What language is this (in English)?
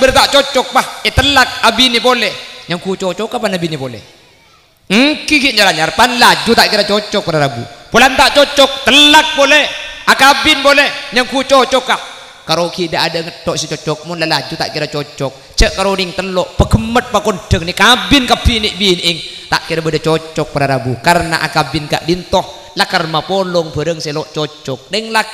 Madurese